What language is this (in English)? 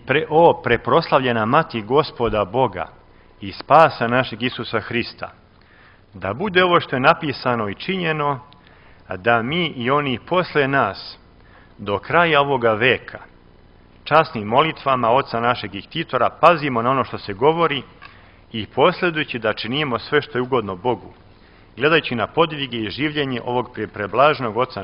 Serbian